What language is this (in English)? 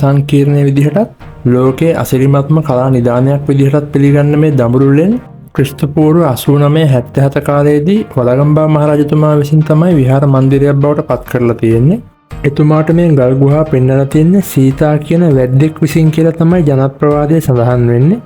Sinhala